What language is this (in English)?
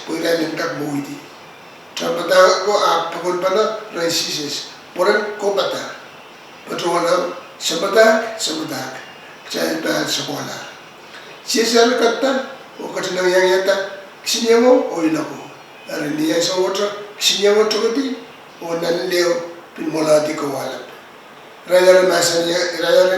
Pohnpeian